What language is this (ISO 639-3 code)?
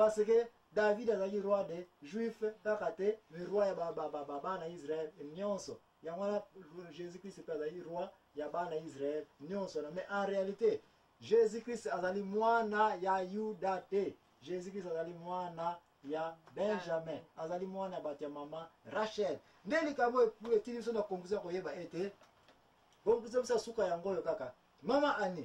lin